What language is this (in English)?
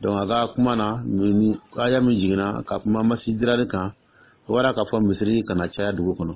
Dyula